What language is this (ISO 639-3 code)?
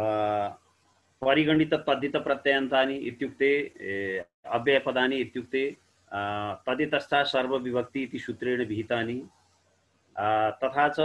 san